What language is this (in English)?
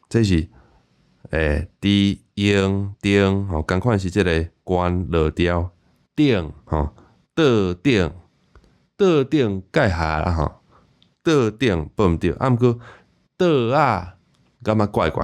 Min Nan Chinese